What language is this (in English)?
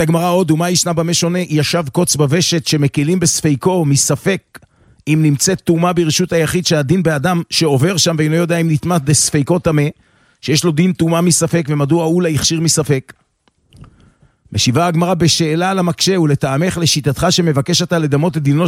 Hebrew